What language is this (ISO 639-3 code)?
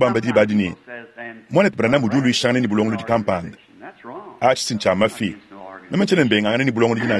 lua